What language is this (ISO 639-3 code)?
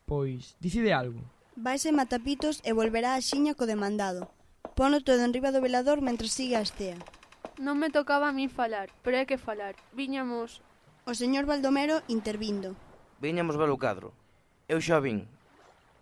glg